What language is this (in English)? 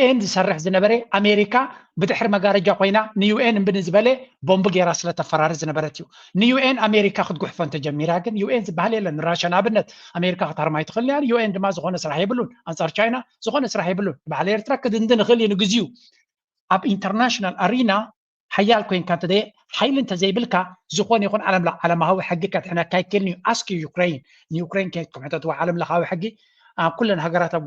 Tigrinya